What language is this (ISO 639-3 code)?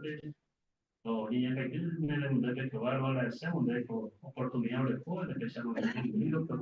grn